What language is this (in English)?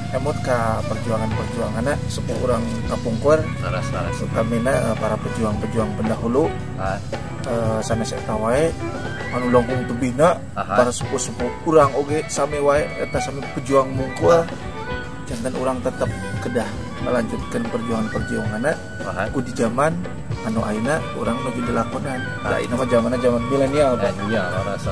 Sundanese